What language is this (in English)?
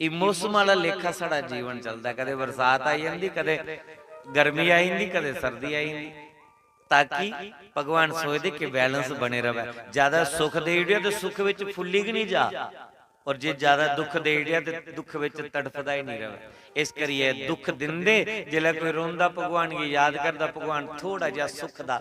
Dogri